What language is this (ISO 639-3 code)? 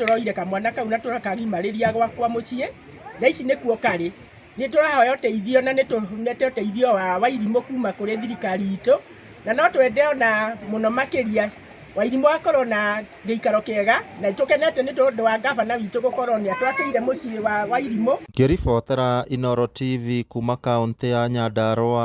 kik